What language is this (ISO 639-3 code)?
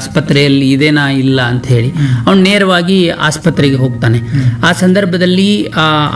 kan